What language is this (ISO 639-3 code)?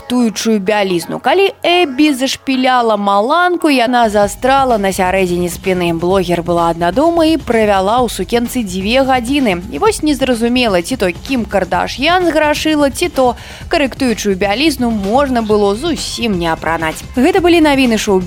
bel